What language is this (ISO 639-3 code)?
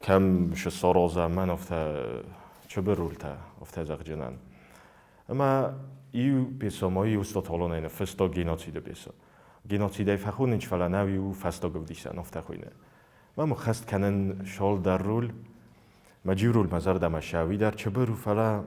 oss